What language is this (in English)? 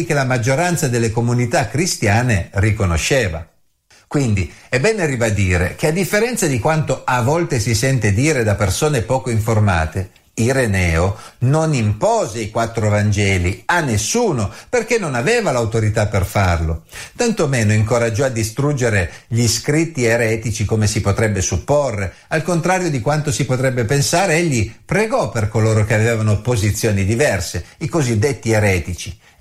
Italian